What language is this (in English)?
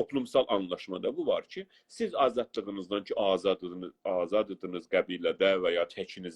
South Azerbaijani